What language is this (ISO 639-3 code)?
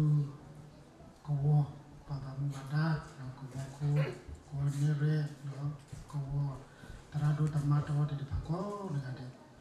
ksw